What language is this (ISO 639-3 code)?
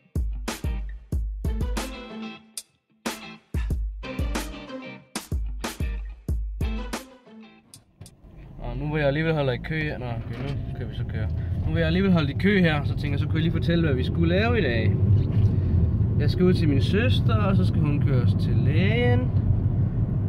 dan